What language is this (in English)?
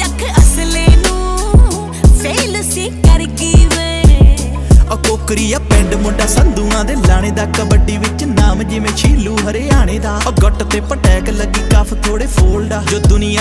Punjabi